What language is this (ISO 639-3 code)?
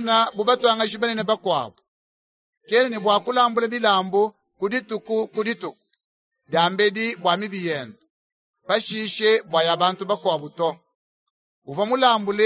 lua